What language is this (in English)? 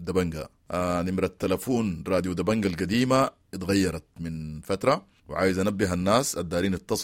Sudanese Arabic